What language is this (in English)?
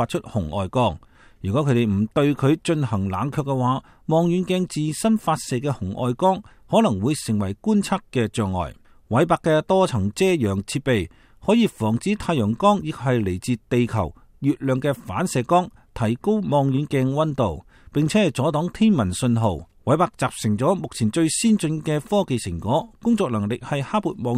Cantonese